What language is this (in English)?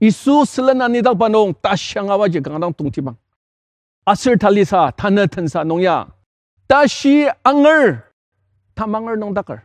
Ao Naga